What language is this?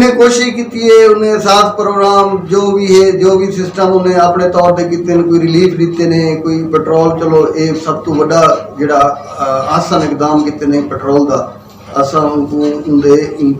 Saraiki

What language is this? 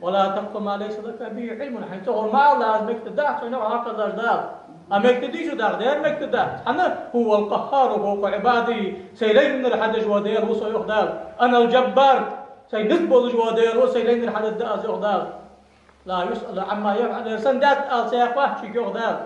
Ingush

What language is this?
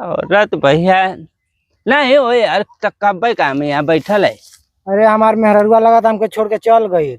Bhojpuri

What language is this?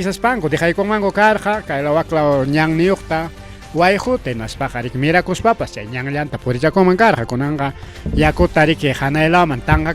Ayacucho Quechua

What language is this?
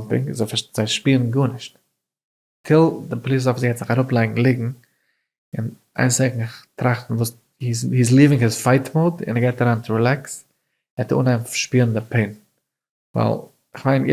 Yiddish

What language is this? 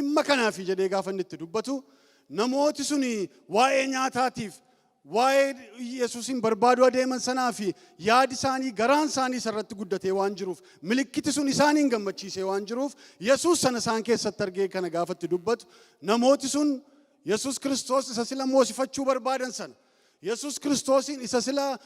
Oromo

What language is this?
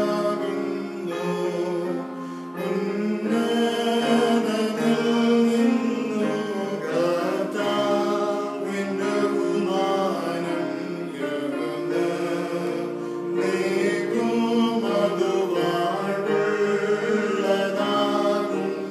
Malayalam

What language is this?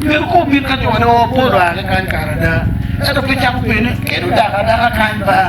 Acoli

